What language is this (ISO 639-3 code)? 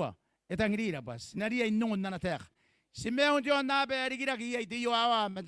gil